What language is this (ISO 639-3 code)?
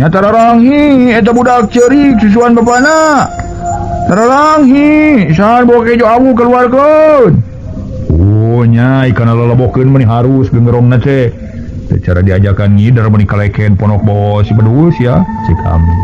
sun